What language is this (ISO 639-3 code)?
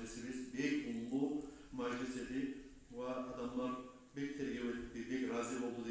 kum